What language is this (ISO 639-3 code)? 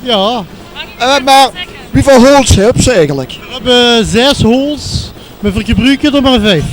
lim